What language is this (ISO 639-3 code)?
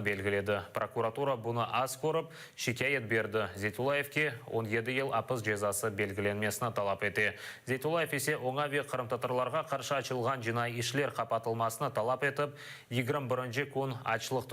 crh